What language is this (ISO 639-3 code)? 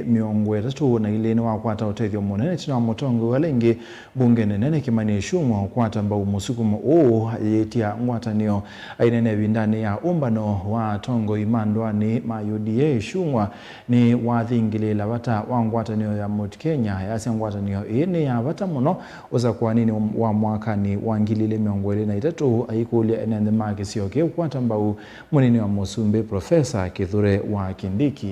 kam